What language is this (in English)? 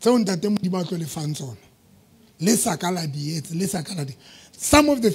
Southern Sotho